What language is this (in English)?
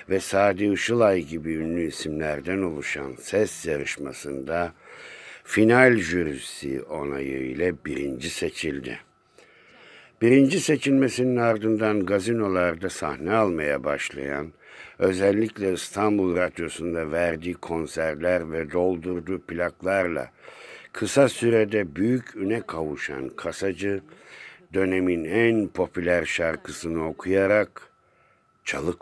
Turkish